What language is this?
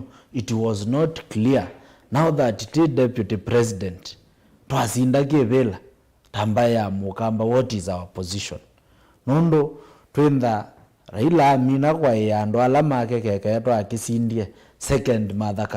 Kamba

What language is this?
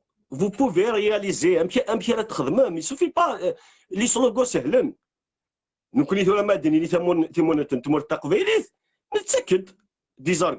Kabyle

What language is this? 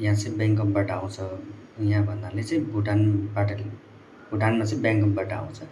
Nepali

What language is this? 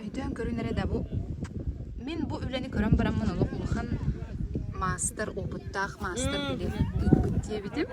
Yakut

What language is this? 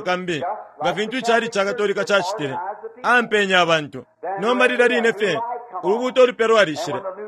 Bemba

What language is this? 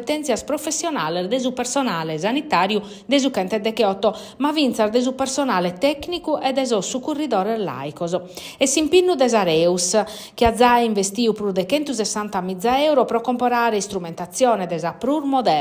Sardinian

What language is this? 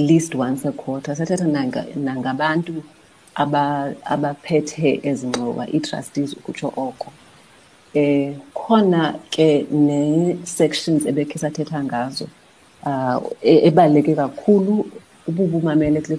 Xhosa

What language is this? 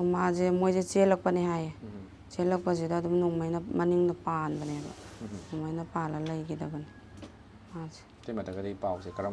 Manipuri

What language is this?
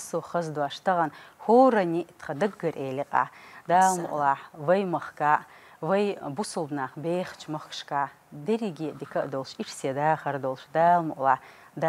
Chechen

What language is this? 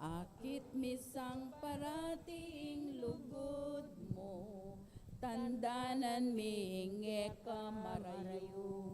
Pampanga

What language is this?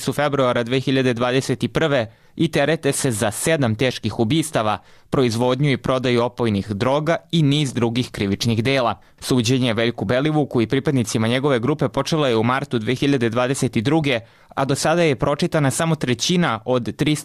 Serbian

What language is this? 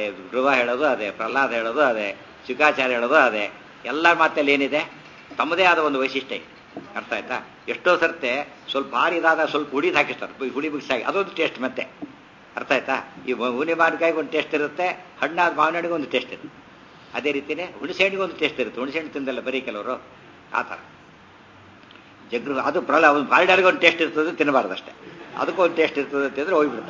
Kannada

